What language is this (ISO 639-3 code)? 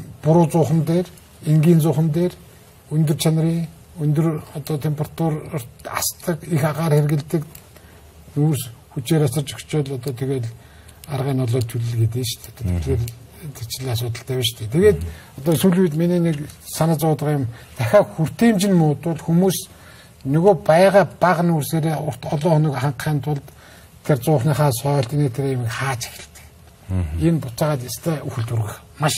mon